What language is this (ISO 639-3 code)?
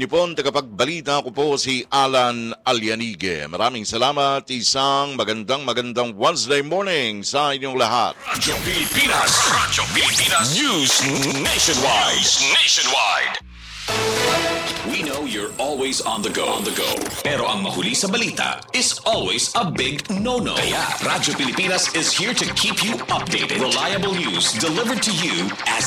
fil